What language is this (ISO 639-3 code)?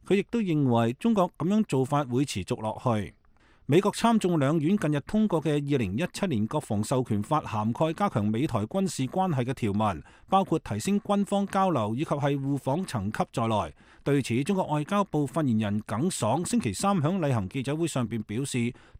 yue